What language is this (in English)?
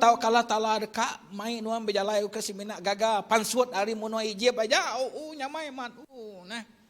Iban